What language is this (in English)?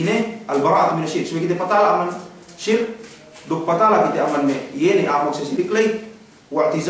Yakan